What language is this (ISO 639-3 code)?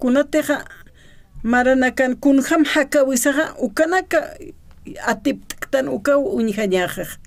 aym